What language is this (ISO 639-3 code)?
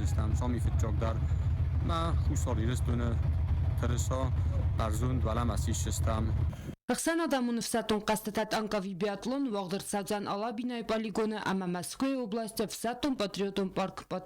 oss